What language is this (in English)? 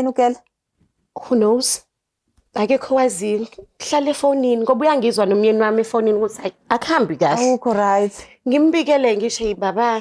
Zulu